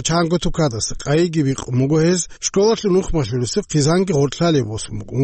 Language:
Avaric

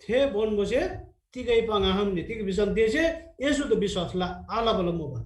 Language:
Eastern Tamang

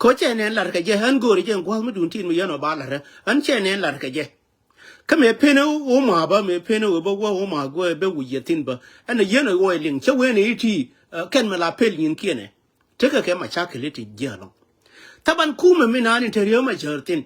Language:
Nuer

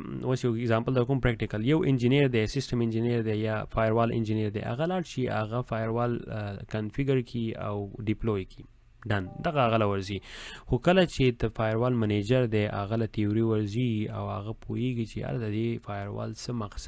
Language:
Pashto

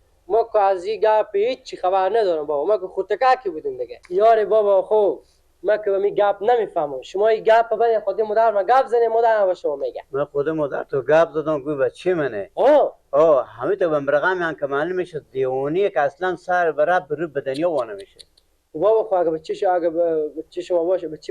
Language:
Persian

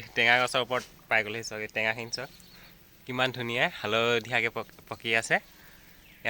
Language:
Assamese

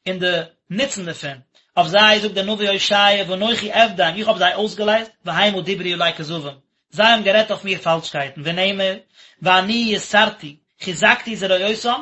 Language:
Yiddish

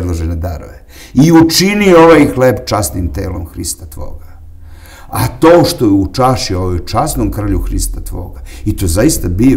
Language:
Serbian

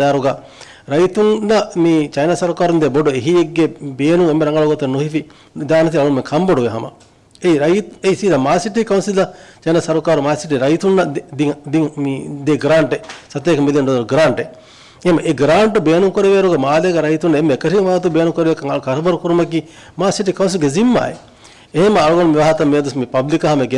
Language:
Divehi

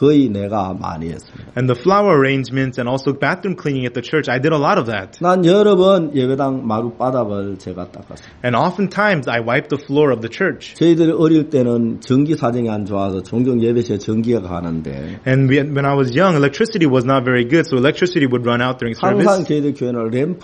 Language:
Korean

